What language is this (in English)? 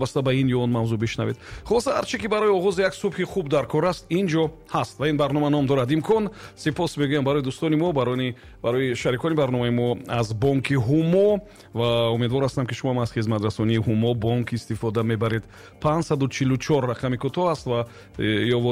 Tajik